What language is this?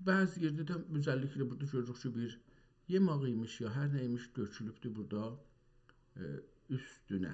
South Azerbaijani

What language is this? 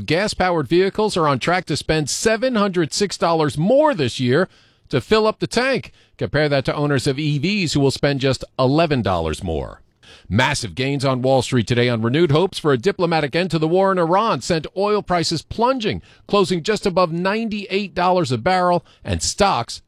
English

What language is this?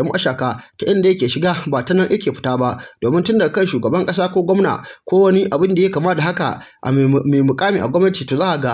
Hausa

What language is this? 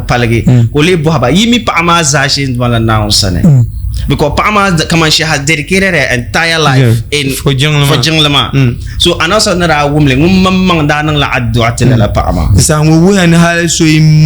Dagbani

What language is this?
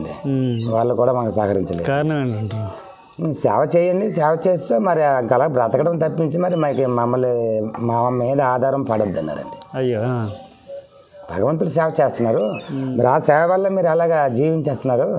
Telugu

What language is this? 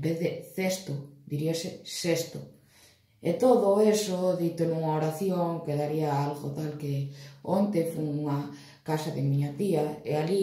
Galician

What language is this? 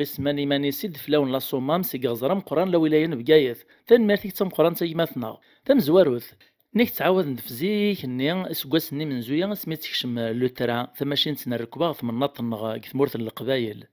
Kabyle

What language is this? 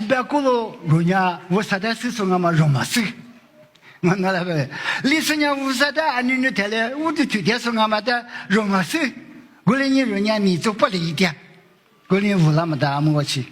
Lisu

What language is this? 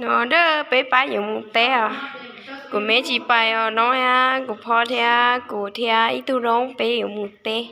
Hmong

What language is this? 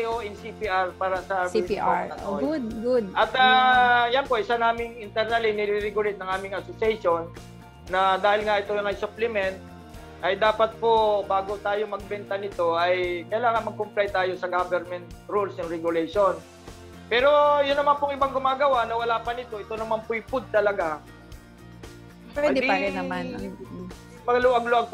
Filipino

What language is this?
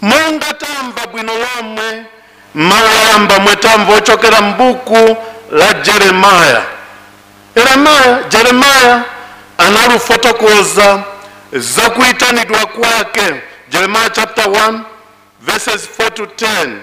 Nyanja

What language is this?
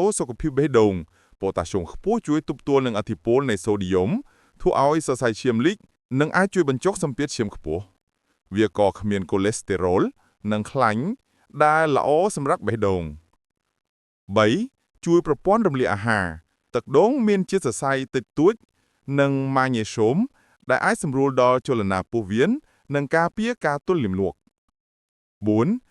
Khmer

